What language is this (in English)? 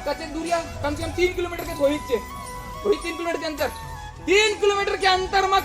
Chhattisgarhi